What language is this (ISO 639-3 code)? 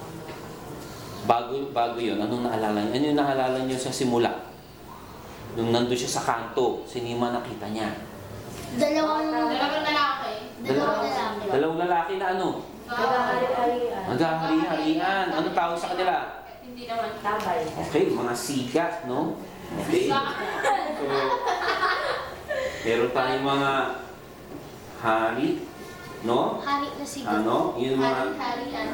fil